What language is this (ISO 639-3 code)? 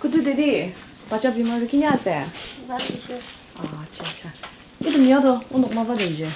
njo